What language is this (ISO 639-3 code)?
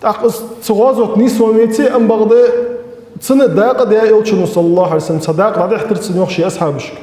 inh